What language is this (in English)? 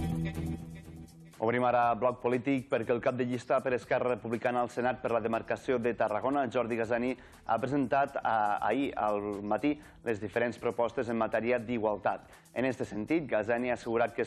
Catalan